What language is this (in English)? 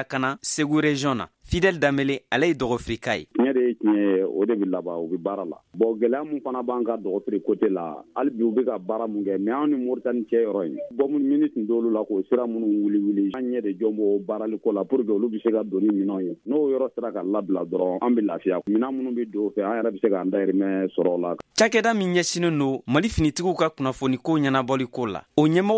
Bambara